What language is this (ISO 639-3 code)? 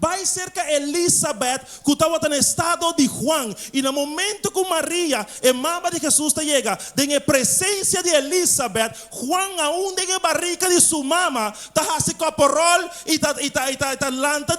pap